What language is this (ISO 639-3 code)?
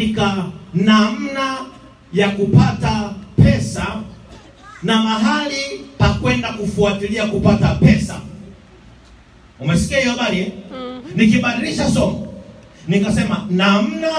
swa